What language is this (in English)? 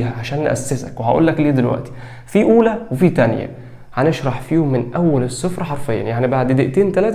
Egyptian Arabic